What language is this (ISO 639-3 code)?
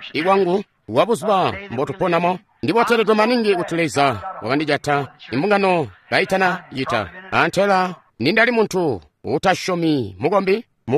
toi